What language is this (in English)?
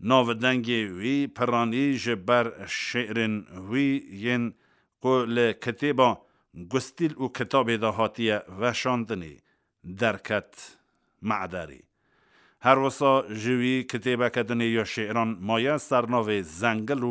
Kurdish